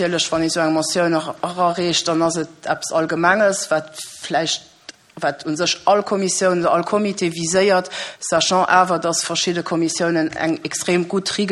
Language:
Luxembourgish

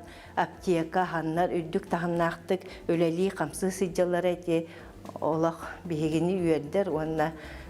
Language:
Yakut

